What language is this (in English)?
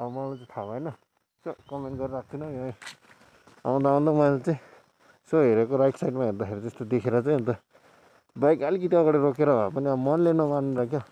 Nepali